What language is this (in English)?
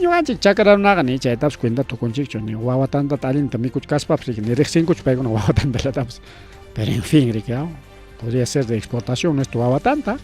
Ayacucho Quechua